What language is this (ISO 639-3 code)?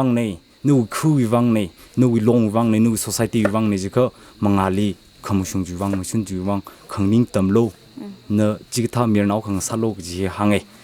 nmf